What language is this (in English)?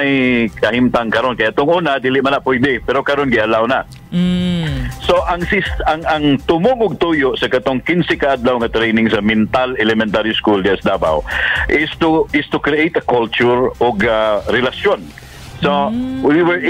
Cebuano